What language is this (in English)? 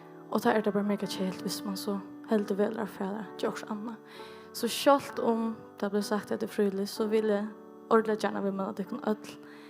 Faroese